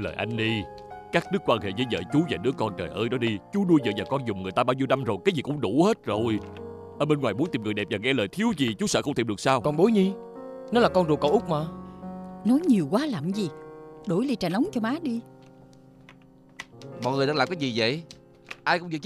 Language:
Vietnamese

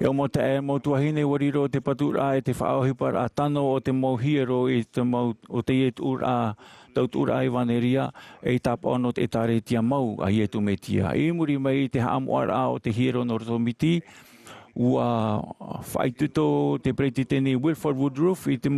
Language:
Tahitian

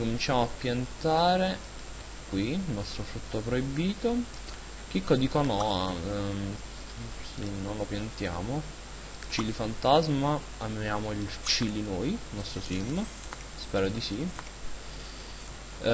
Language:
Italian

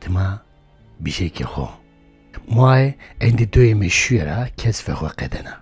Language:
Zaza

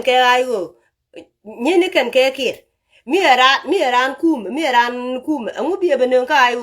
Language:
Nuer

